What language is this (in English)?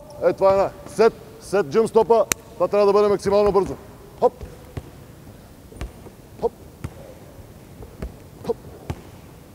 Bulgarian